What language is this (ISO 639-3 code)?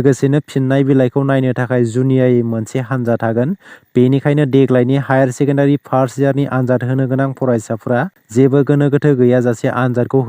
brx